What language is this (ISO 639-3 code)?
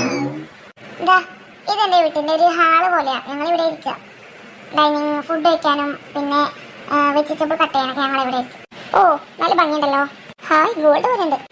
mal